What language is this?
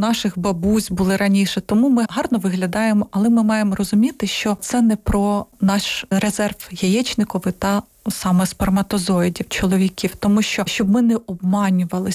Ukrainian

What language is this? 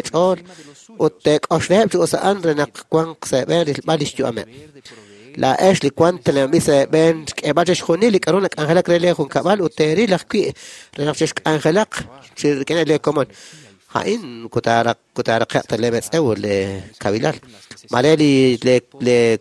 Kekchí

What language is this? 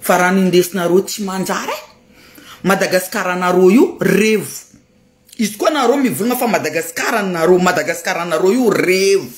Malagasy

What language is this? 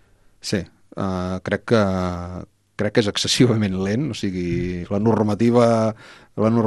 Catalan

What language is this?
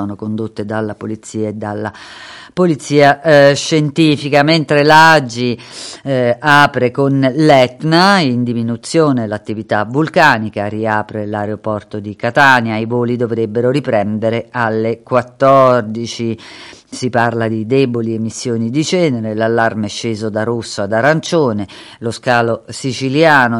Italian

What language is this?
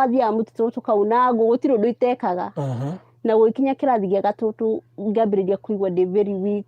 Kikuyu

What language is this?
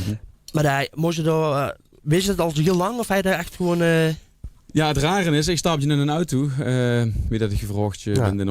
Limburgish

